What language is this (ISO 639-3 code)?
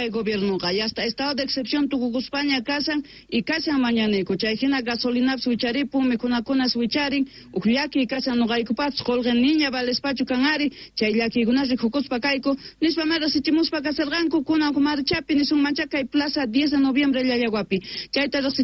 quh